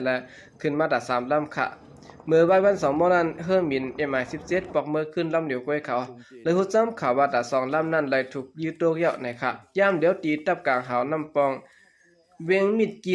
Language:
Shan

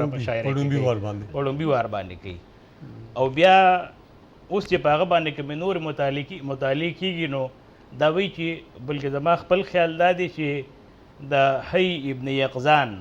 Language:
Pashto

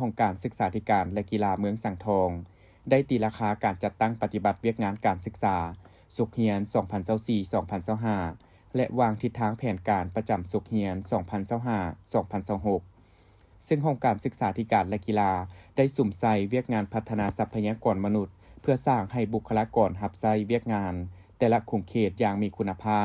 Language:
Lao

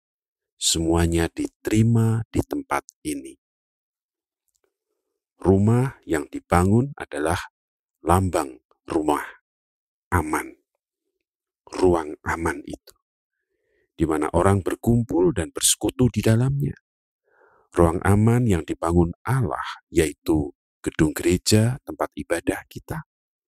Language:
Indonesian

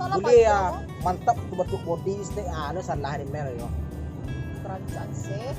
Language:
Minangkabau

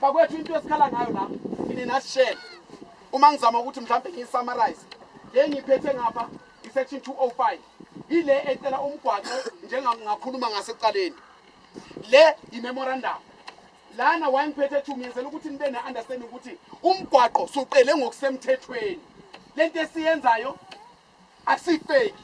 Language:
Zulu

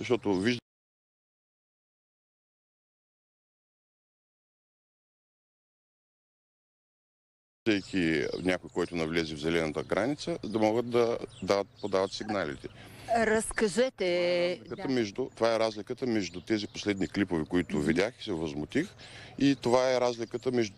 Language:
Bulgarian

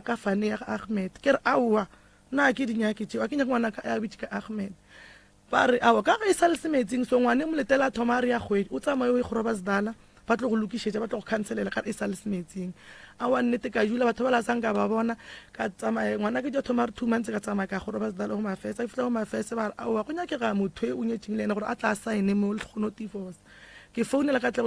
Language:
Northern Sotho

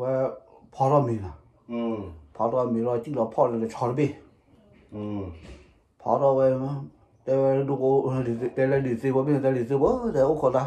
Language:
S'gaw Karen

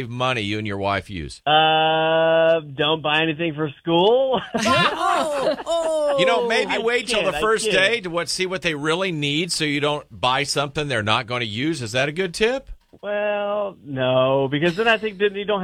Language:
English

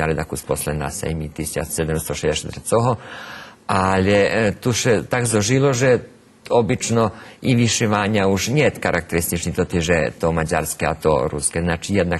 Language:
Rusyn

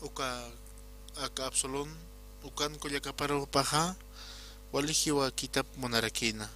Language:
Aymara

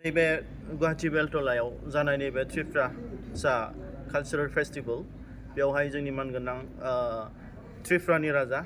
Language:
Bodo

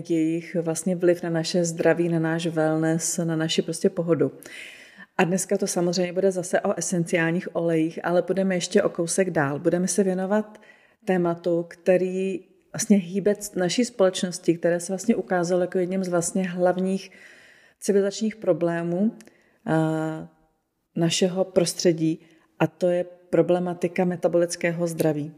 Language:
Czech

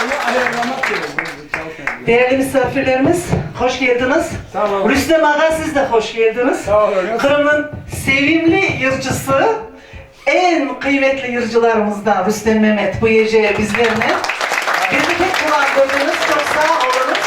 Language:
Crimean Tatar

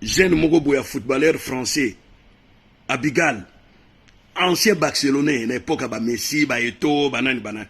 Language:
Lingala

